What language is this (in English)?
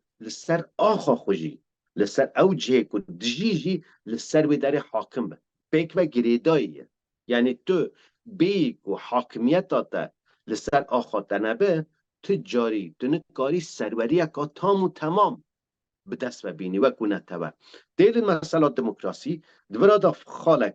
Kurdish